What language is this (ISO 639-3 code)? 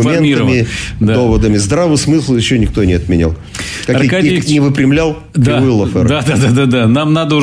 rus